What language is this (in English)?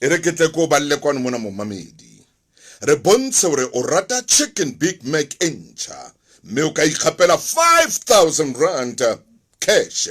Southern Sotho